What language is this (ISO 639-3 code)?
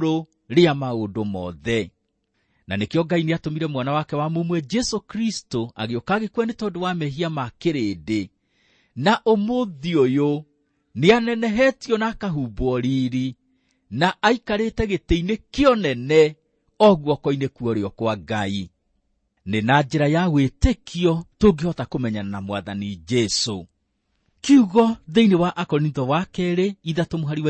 kik